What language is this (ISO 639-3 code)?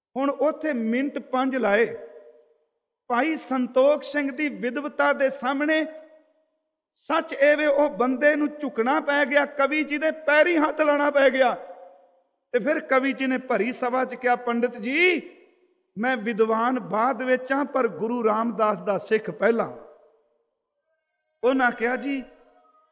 pan